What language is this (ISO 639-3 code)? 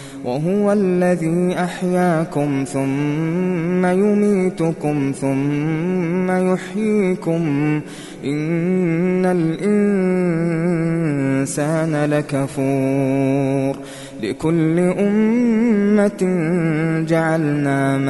ara